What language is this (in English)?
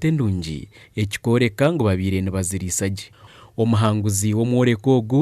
Nyankole